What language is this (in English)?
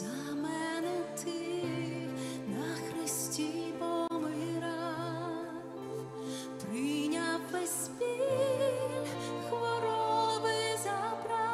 Ukrainian